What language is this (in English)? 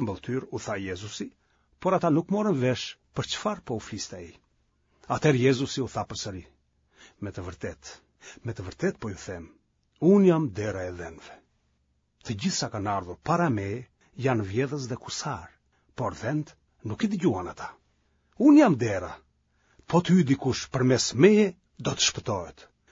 Albanian